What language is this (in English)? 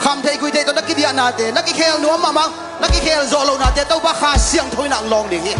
Tedim Chin